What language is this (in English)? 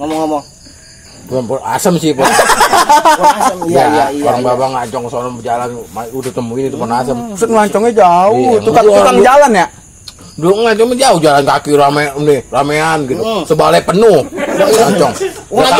Betawi